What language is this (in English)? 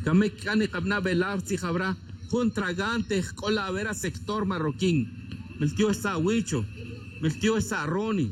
Tz'utujil